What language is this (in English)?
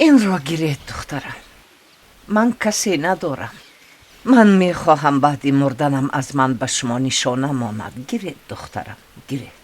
Tajik